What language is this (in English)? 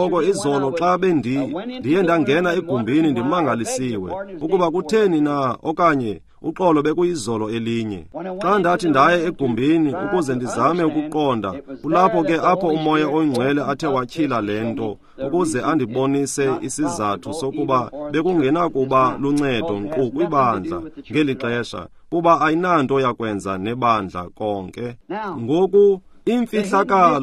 Xhosa